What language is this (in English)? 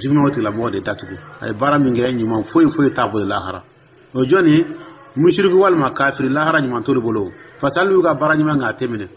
Dyula